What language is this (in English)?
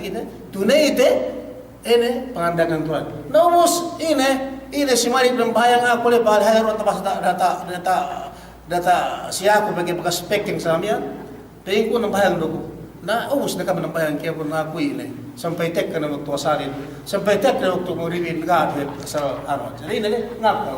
Yakan